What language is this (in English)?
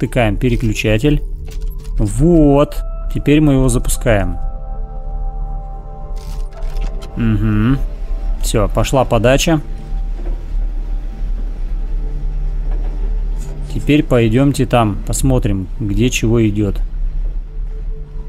Russian